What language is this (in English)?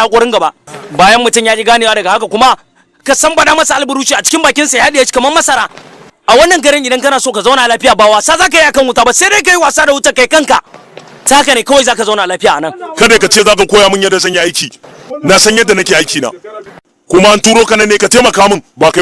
Hausa